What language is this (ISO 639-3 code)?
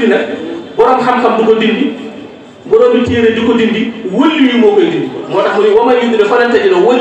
wol